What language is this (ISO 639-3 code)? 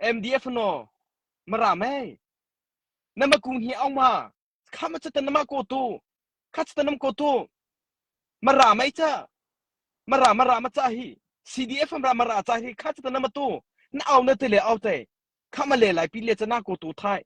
mrh